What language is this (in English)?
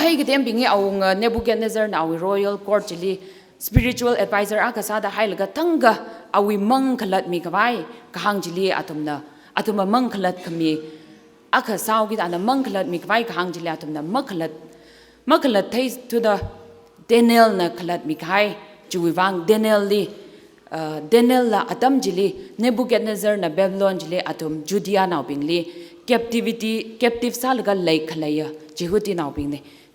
Tangkhul Naga (India)